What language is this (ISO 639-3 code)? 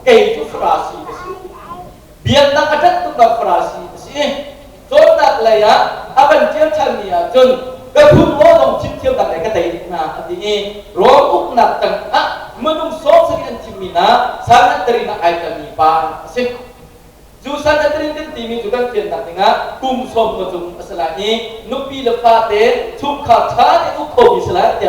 cnh